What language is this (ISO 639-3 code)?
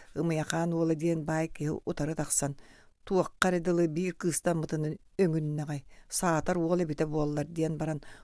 sah